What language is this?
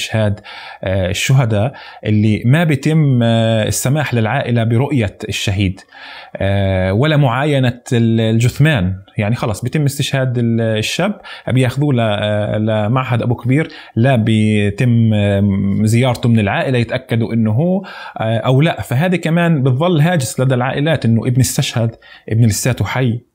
North Levantine Arabic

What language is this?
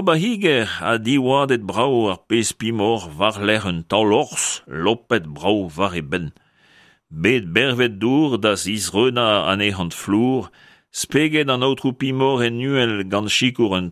Breton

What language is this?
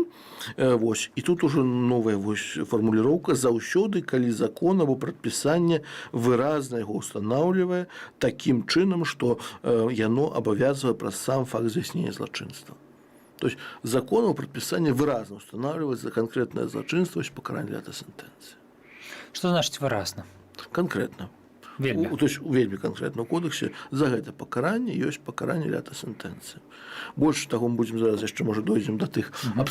Belarusian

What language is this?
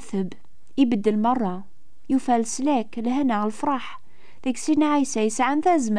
Kabyle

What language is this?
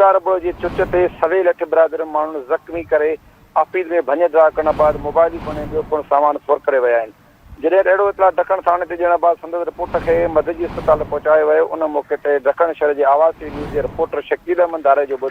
Sindhi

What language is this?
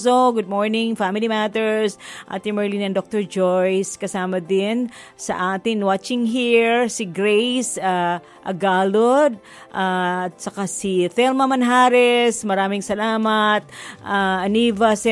Filipino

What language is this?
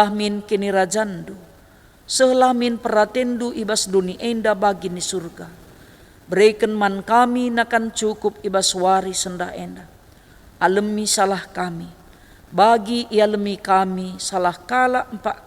Batak Karo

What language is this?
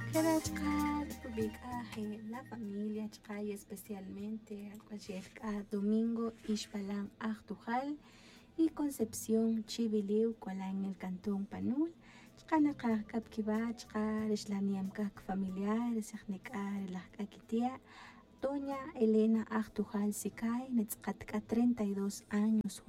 Tz'utujil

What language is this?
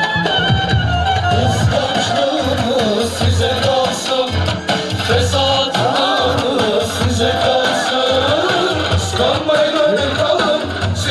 Turkish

